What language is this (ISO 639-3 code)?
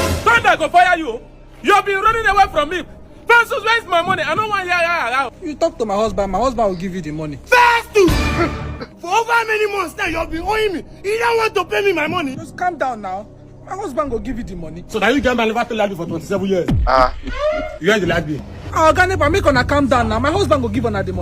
pcm